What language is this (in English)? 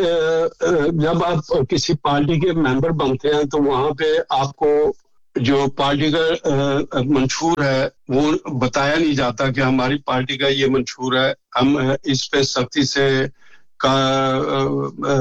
Urdu